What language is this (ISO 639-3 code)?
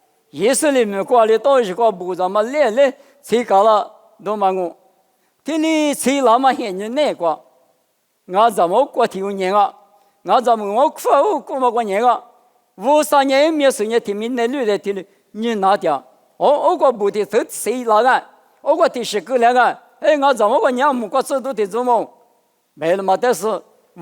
lis